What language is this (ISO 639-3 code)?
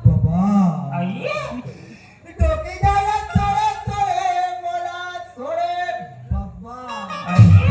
hne